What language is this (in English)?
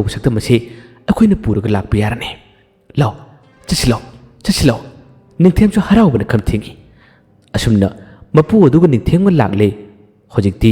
Manipuri